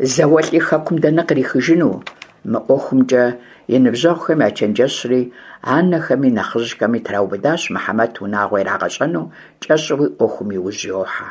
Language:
Kabardian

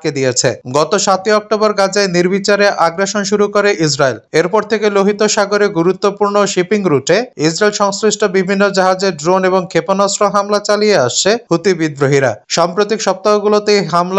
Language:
Bangla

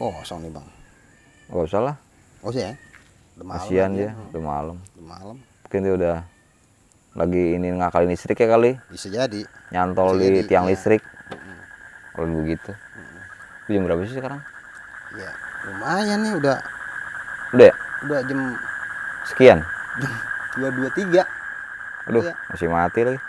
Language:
Betawi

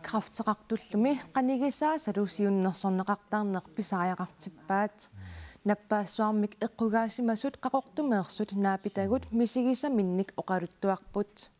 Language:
Kalaallisut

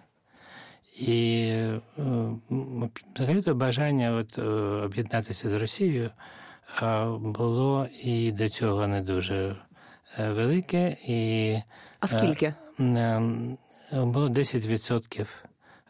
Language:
Ukrainian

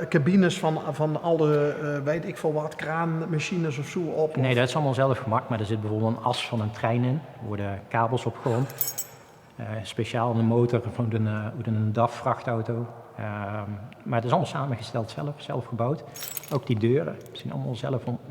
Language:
Limburgish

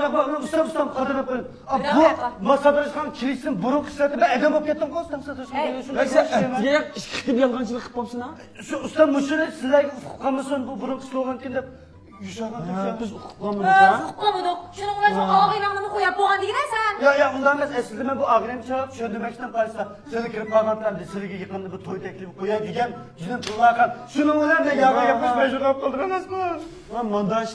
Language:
Uyghur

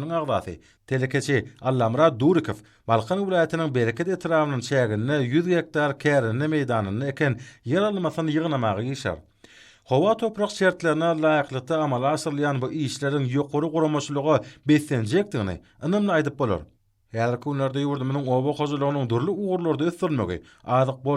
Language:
Turkmen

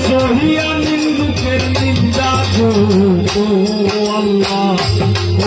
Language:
Sylheti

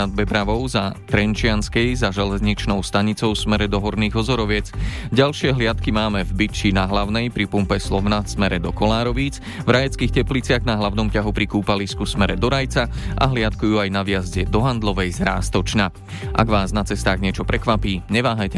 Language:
Slovak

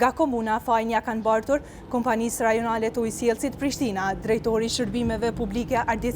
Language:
Albanian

